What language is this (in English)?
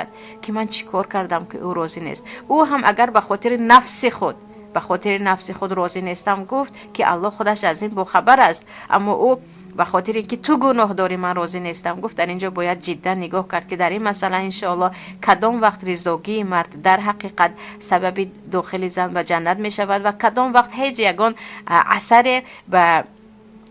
Tajik